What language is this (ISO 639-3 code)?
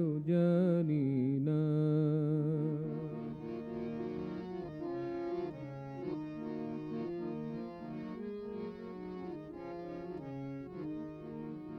ben